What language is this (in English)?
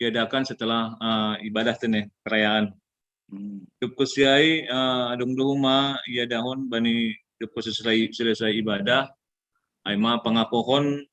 Batak Simalungun